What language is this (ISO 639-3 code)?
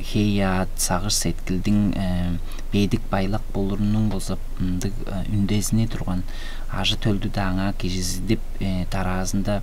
tyv